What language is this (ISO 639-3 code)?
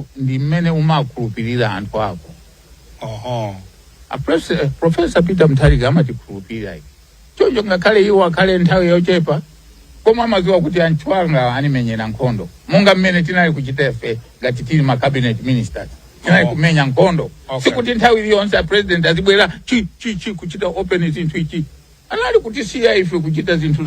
nya